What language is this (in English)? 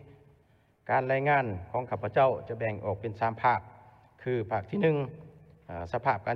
Lao